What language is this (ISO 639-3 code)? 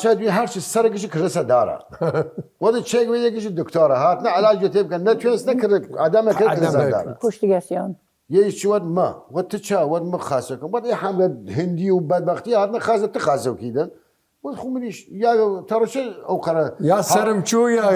sdh